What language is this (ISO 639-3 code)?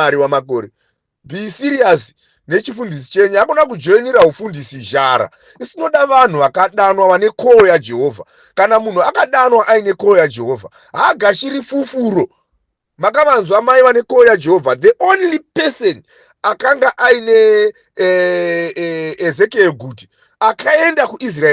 sna